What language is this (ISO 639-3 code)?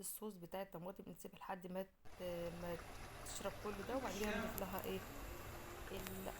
arz